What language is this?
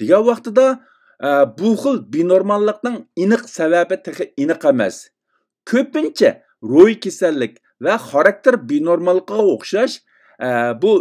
Uyghur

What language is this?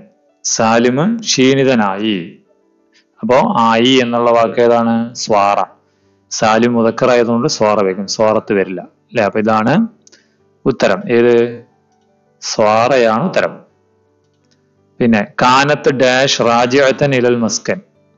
Malayalam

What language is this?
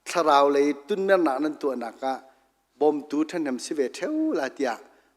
Hakha Chin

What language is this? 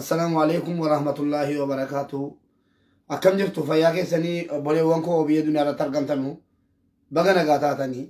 Oromo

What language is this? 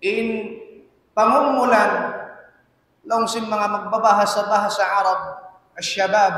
Tausug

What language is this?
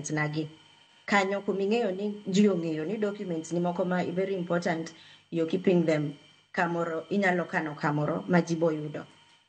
Luo (Kenya and Tanzania)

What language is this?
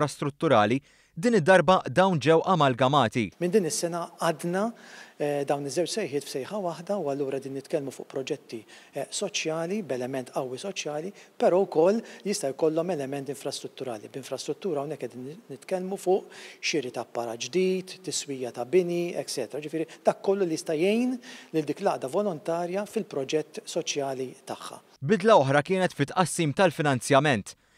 Maltese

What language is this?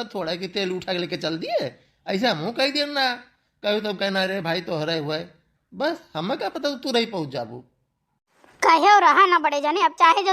Awadhi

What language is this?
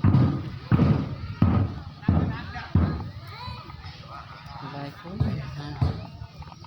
Lao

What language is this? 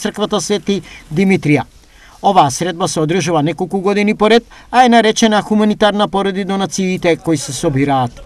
Macedonian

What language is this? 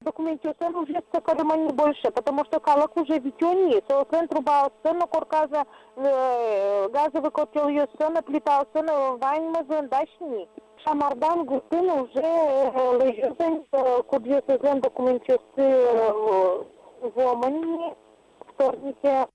Udmurt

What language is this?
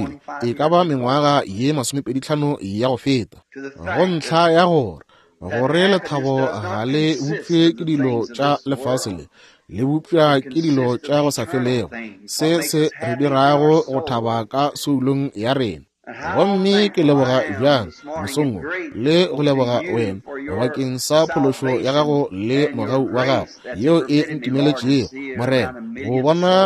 Northern Sotho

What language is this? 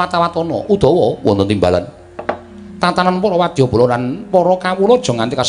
Javanese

